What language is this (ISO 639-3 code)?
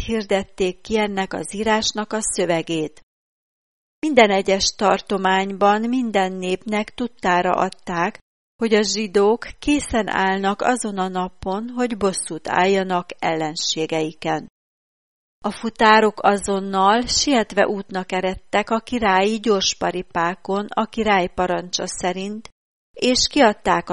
hun